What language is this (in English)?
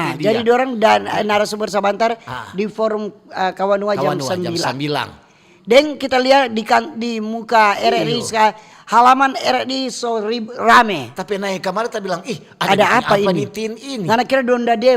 Manado Malay